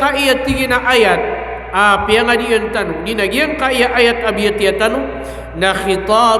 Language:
Maranao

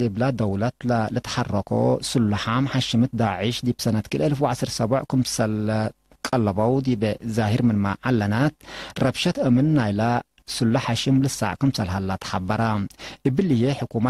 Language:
Tigre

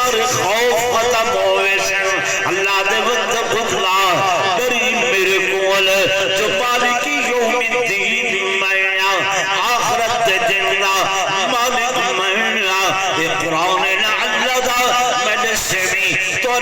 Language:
Saraiki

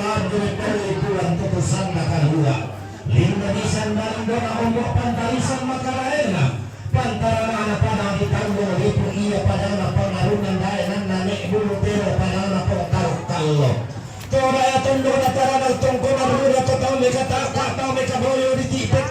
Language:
Toraja-Sa'dan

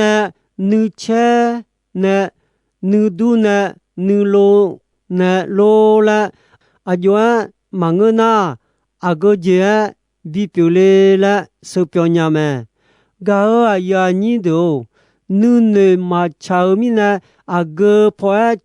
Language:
Akha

